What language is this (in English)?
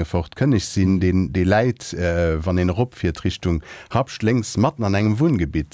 Luxembourgish